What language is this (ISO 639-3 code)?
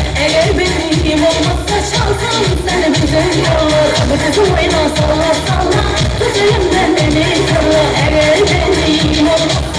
tuk